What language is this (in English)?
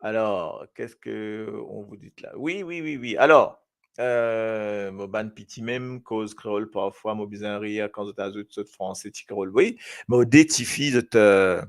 Morisyen